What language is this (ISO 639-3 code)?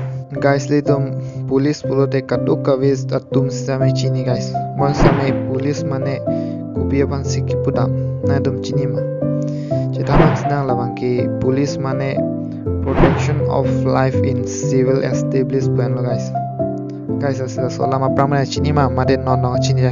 mjw